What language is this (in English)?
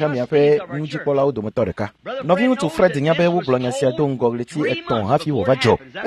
Ewe